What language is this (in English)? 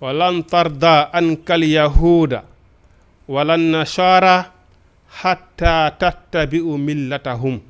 Fula